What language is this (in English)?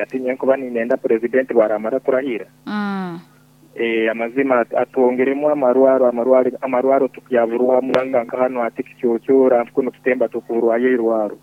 Nyankole